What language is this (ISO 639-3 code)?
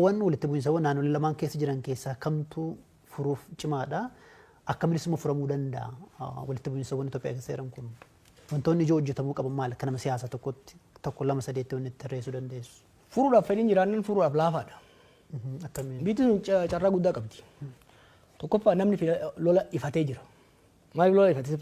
orm